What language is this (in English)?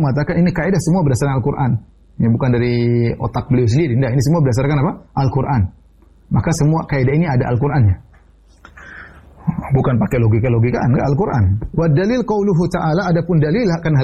Indonesian